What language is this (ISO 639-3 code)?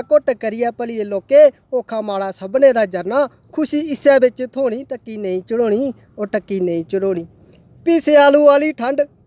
doi